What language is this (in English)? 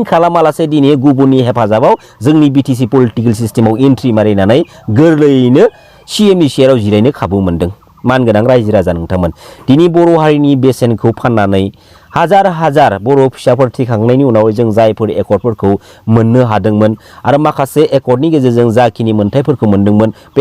Bodo